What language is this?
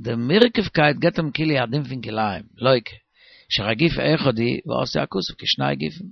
Yiddish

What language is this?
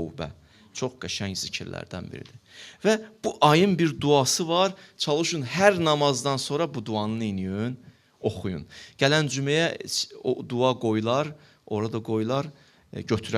Azerbaijani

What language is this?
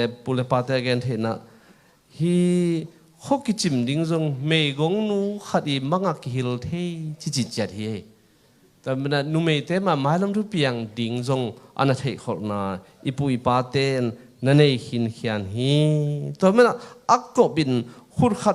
Tedim Chin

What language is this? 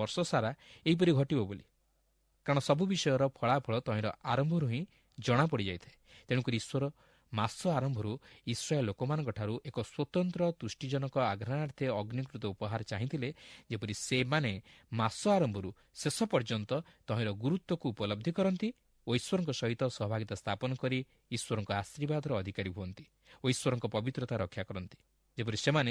Odia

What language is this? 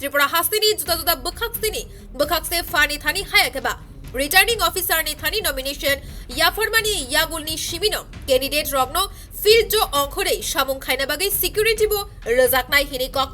Kok Borok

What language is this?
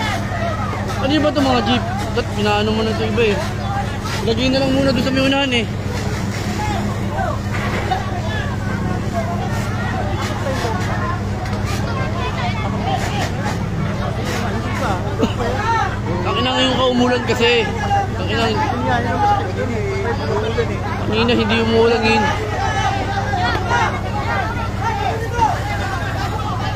Filipino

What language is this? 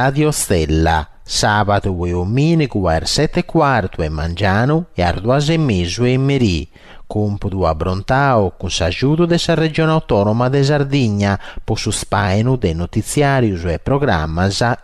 Sardinian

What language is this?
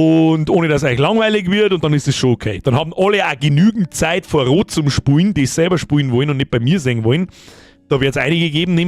Bavarian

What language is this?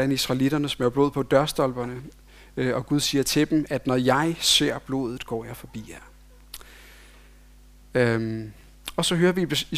Danish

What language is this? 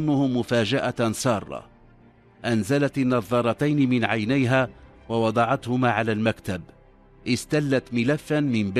Arabic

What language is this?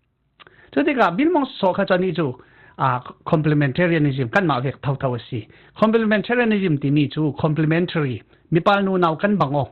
Falam Chin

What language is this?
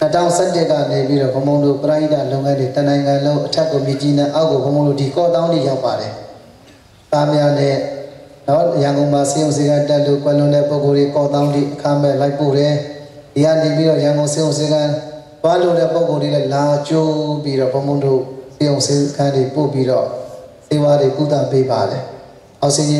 Burmese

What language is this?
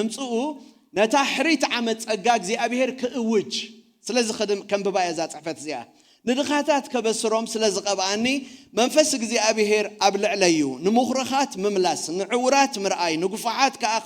Tigrinya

